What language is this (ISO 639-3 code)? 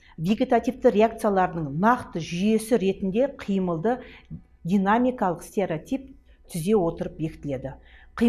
kaz